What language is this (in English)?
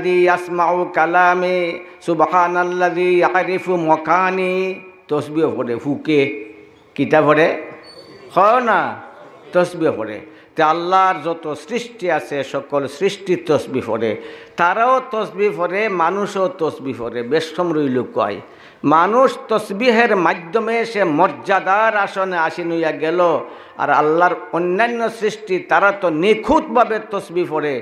Sylheti